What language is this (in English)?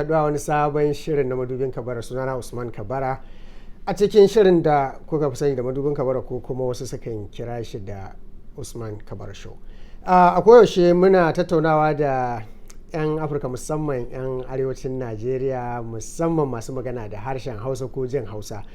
Hausa